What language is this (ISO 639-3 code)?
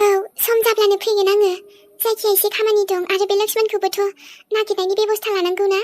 brx